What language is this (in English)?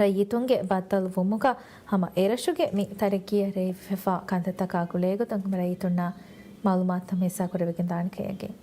Divehi